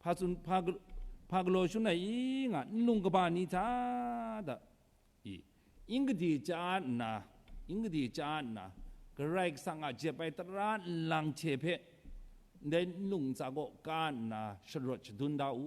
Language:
Kachin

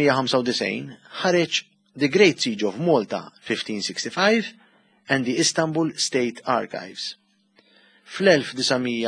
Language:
Maltese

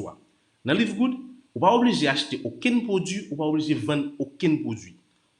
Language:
Haitian Creole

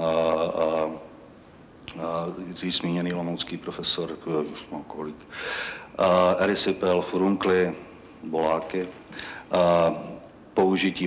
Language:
Czech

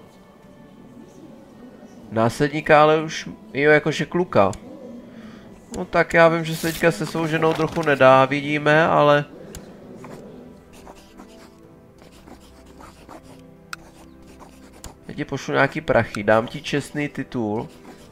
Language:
Czech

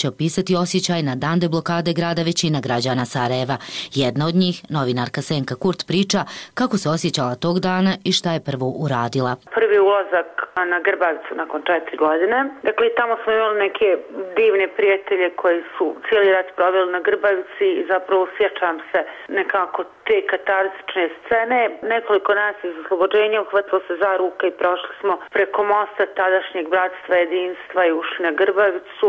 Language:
Bosnian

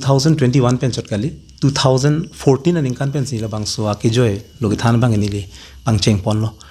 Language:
Karbi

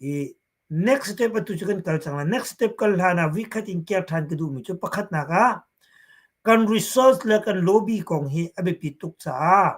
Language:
Hakha Chin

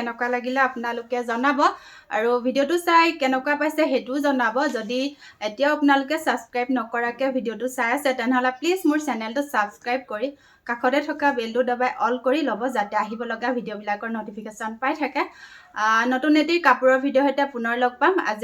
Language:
Assamese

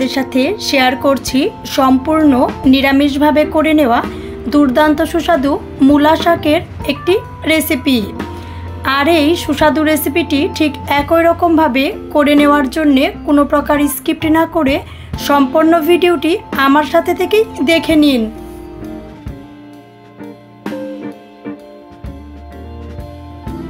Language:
Bangla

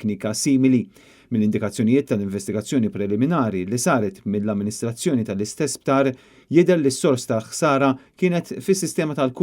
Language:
Maltese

